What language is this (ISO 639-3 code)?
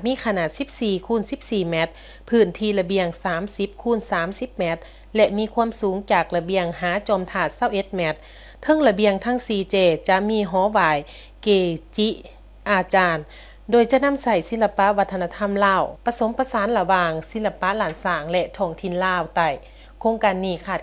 lao